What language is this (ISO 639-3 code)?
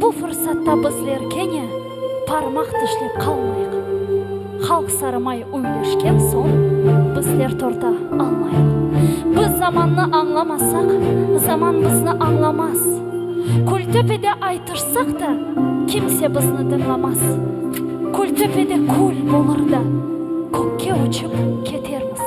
crh